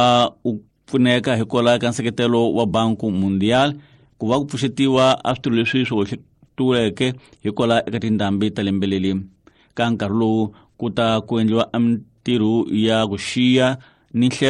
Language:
Tsonga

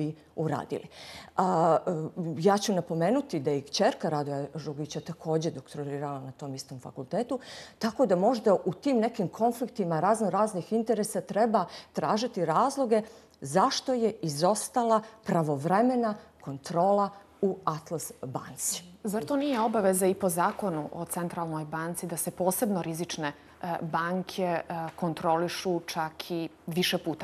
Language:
Bosnian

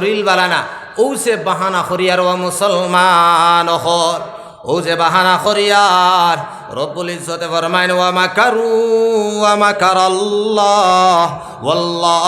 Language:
Sylheti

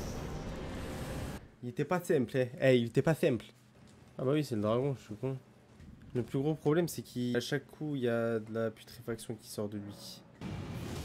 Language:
French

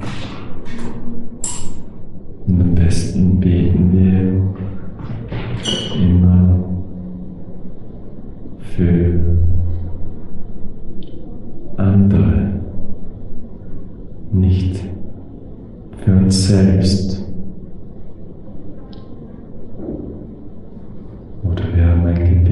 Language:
German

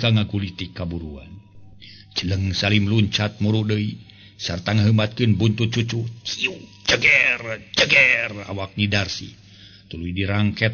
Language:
Sundanese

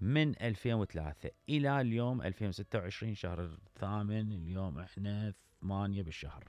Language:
Mesopotamian Arabic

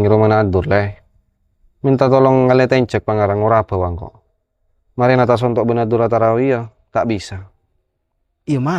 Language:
Madurese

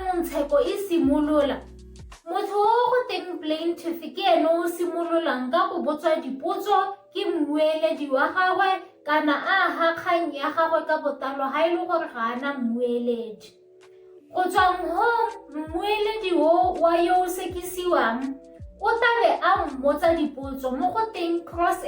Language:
Tswana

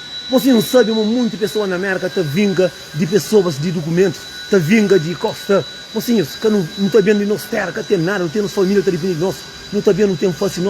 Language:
Kabuverdianu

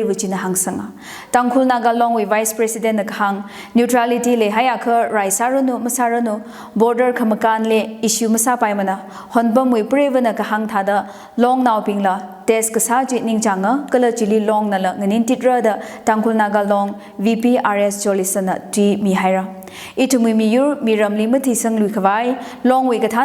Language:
Tangkhul Naga (India)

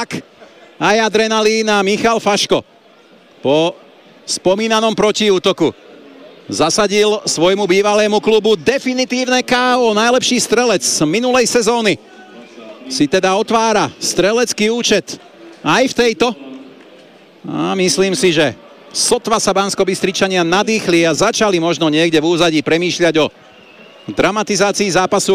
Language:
Slovak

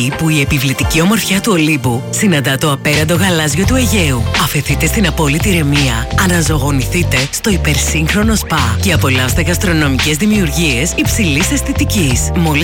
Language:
Greek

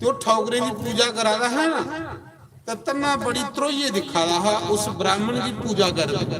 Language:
Dogri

